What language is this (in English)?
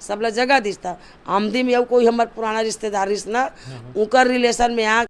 Chhattisgarhi